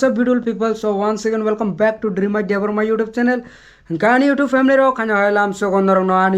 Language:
Kok Borok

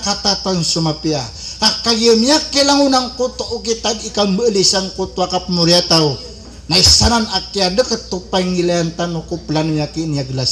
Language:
Maranao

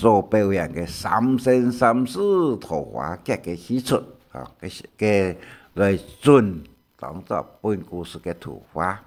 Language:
Hakka Chinese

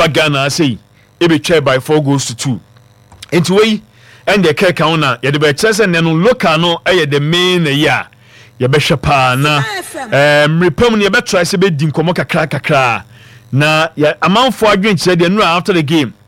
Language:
Akan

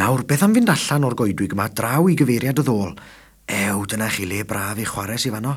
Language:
Welsh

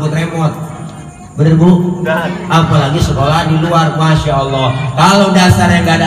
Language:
Betawi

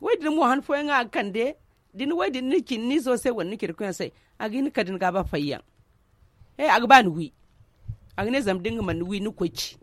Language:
Zarma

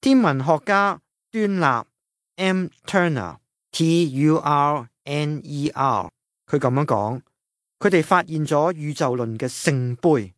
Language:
Cantonese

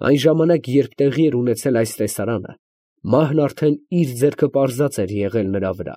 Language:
Armenian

